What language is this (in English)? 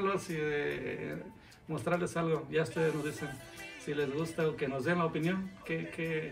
Spanish